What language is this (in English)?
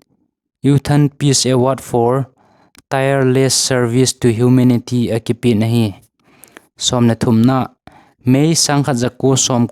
Thado Chin